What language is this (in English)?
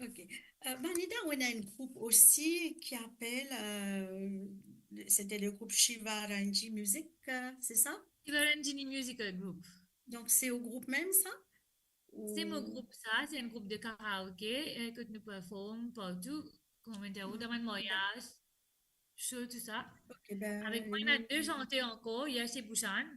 Morisyen